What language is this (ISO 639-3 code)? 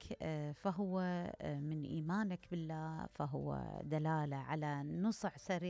acm